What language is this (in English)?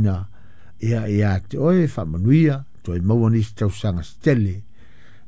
Samoan